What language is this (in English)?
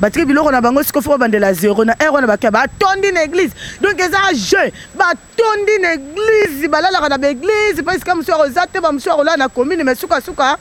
Lingala